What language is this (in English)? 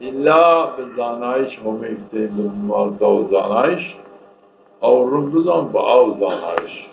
Zaza